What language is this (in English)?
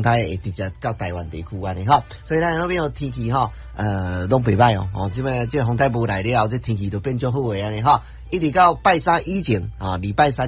Min Nan Chinese